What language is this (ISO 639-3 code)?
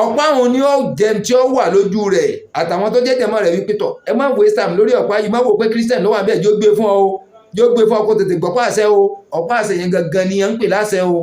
yor